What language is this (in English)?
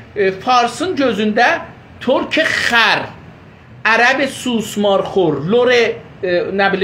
South Azerbaijani